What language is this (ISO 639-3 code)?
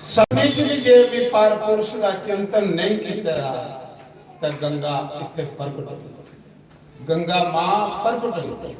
doi